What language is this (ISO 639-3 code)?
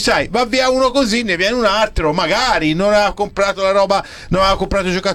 ita